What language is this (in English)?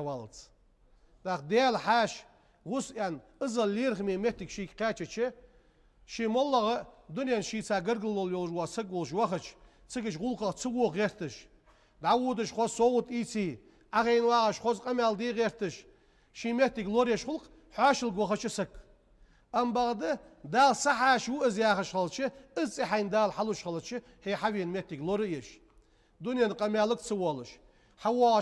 Ingush